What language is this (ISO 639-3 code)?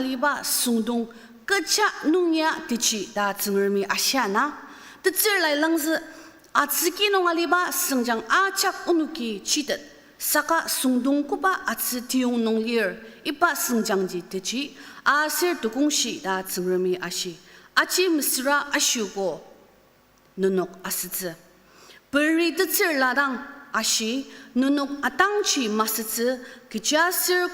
njo